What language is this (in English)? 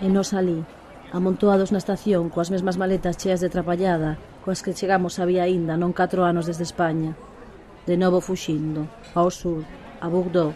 Galician